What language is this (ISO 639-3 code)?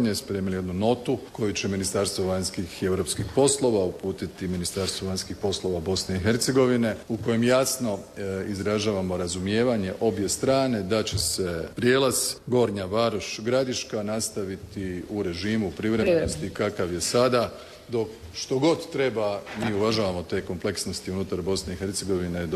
hrv